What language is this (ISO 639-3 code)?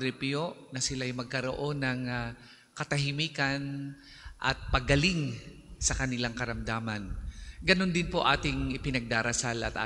fil